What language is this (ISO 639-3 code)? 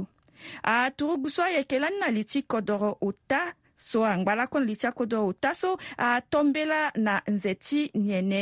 sag